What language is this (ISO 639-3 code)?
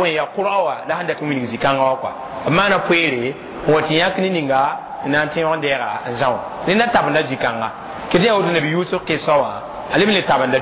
mos